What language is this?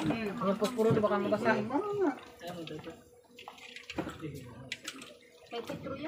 Filipino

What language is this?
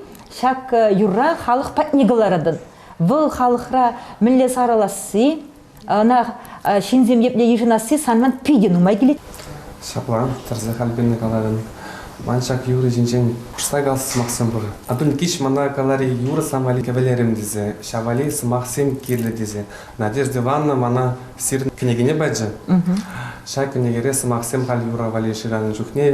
Chuvash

